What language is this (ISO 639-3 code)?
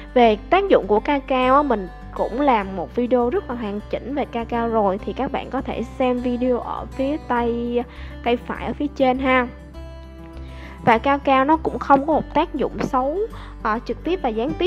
vie